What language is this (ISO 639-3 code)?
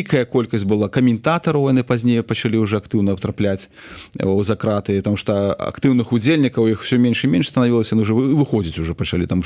bel